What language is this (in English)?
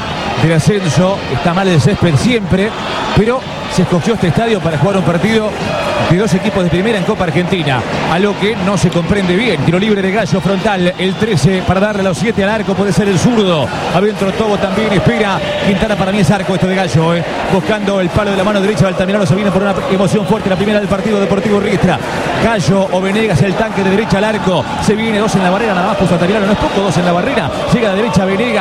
Spanish